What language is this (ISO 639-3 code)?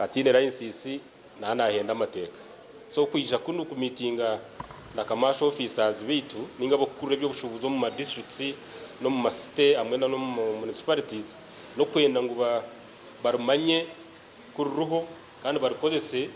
nyn